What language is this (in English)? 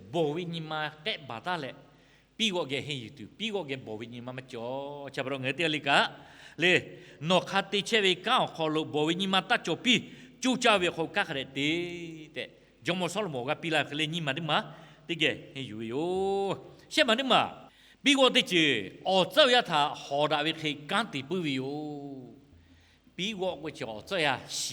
Lahu